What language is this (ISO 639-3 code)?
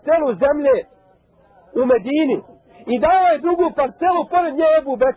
bos